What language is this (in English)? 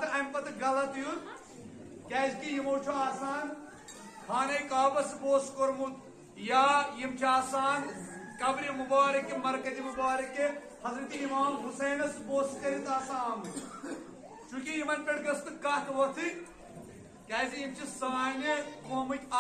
Kashmiri